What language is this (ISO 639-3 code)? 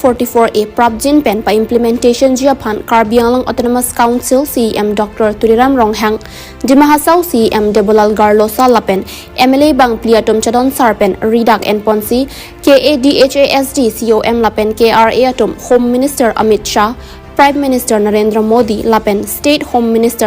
mjw